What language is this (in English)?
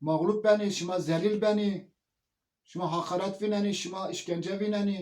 Zaza